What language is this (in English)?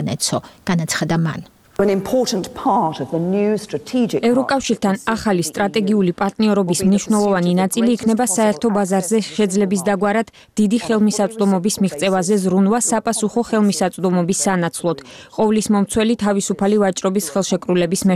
Georgian